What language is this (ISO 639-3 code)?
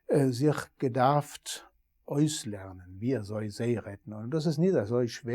yid